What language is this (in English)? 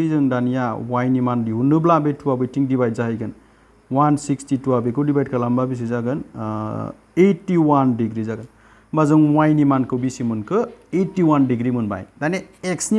Bodo